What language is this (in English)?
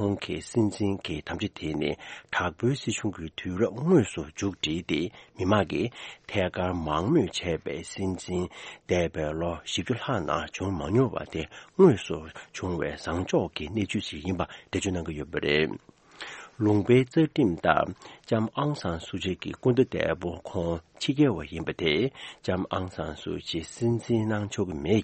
Tibetan